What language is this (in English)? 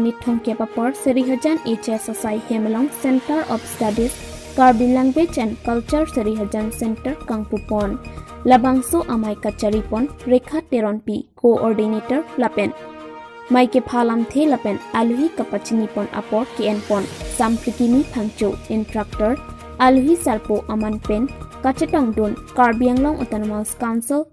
Karbi